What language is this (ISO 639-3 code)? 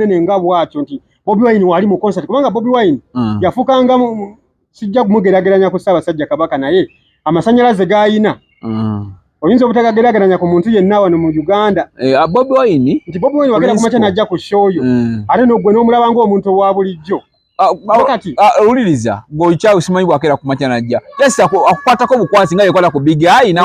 lug